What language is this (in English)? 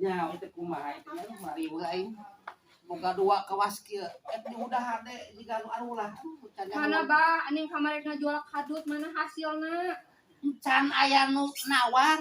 Sundanese